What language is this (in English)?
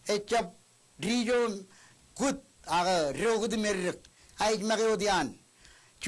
Marshallese